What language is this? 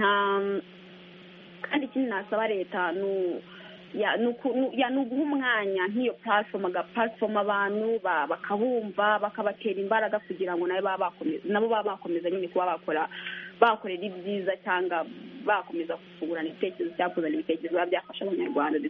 Kinyarwanda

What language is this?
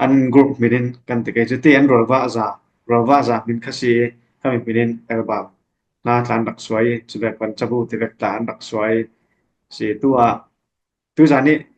Falam Chin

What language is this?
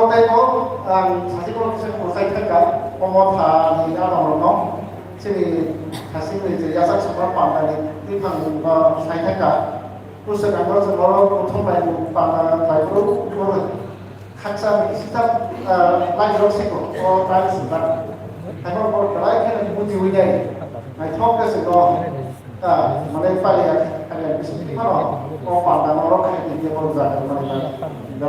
Kok Borok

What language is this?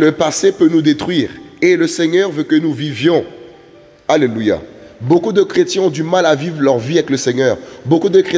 French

